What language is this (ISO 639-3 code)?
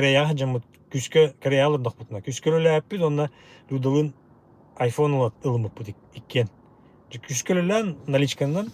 sah